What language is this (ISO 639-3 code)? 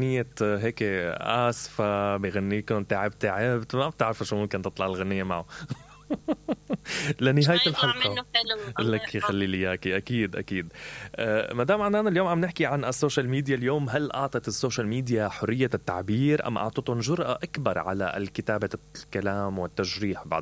acm